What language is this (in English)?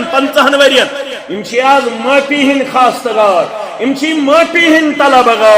Kashmiri